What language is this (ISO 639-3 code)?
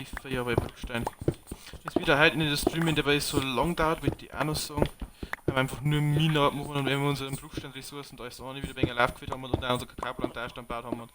bar